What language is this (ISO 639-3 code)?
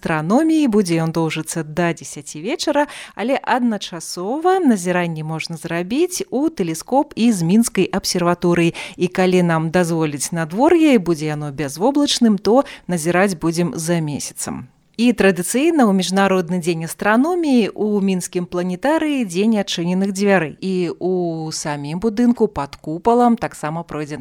bel